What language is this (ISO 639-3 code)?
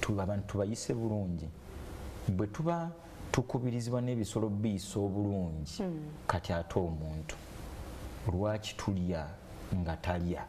lug